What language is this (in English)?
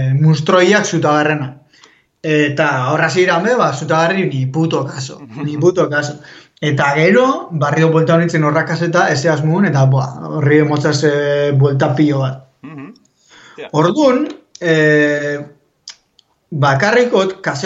Basque